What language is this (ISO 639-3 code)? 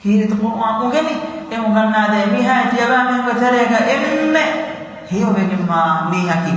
div